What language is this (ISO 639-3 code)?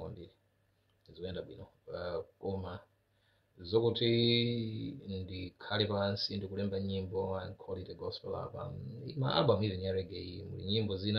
nya